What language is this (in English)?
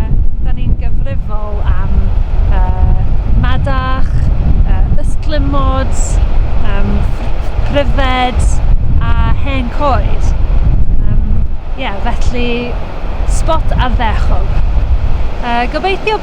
Welsh